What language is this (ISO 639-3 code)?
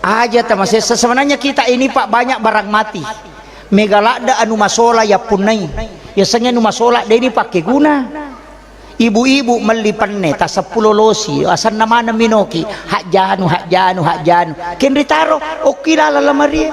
bug